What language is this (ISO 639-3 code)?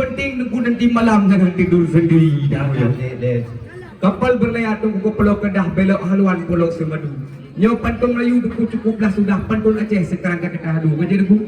ace